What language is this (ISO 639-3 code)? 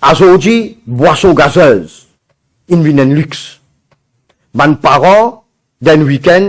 mfe